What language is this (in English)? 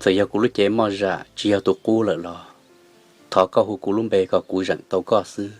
Hmong